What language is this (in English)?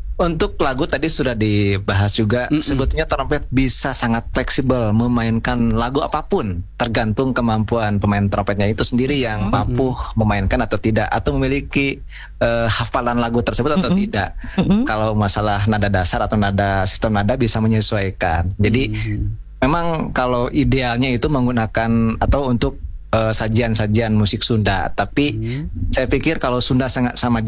Indonesian